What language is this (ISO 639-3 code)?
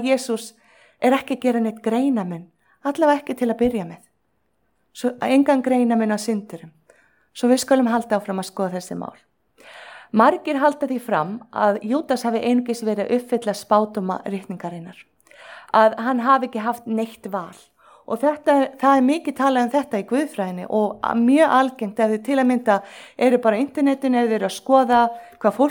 isl